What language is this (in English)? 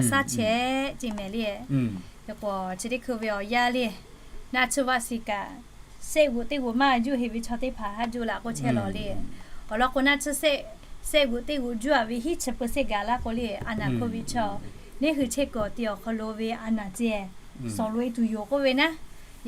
Lahu